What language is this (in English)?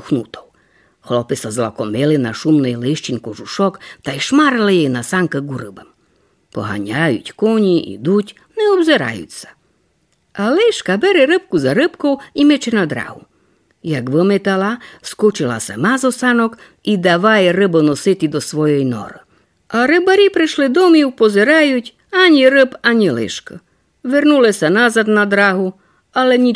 Rusyn